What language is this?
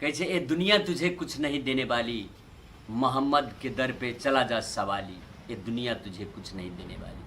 Maithili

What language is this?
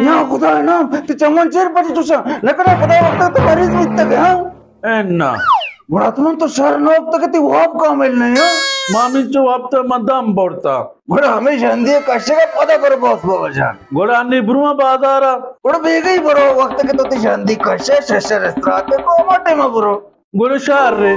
Baluchi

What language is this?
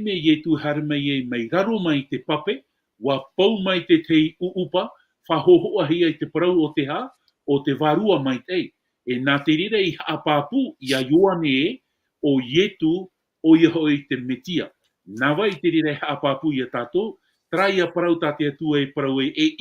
Tahitian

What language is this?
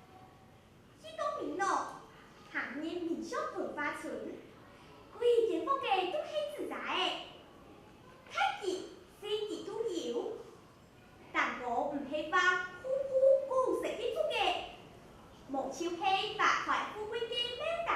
Hakka Chinese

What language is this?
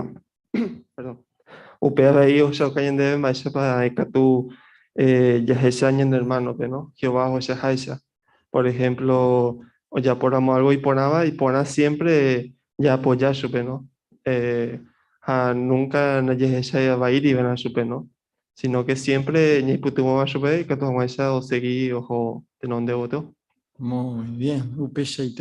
Guarani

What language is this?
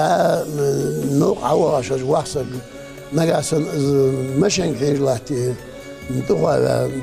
Ingush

